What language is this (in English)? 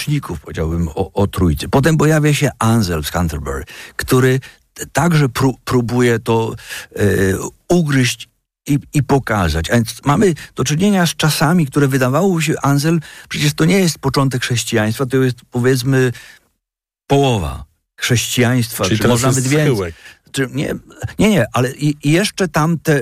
Polish